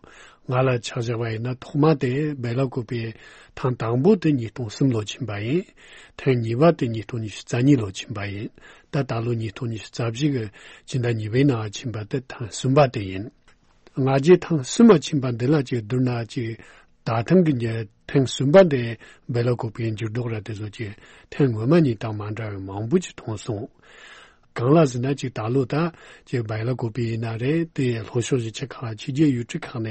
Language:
Tibetan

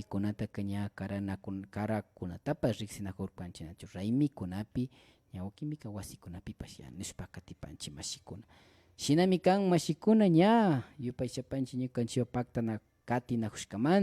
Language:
Imbabura Highland Quichua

